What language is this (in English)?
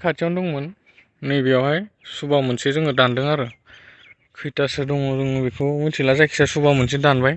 Bodo